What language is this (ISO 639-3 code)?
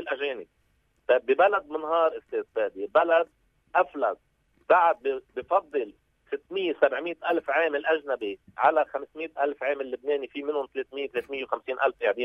apc